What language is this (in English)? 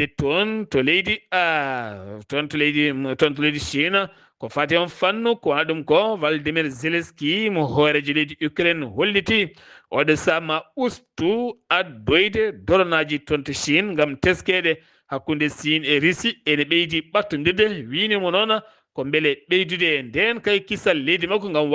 Fula